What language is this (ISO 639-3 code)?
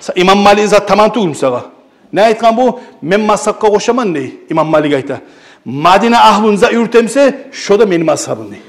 kum